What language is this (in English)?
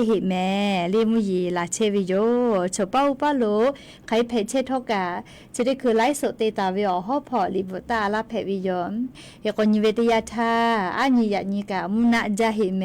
Lahu